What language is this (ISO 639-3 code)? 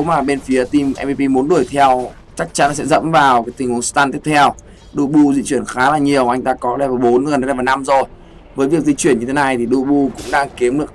vie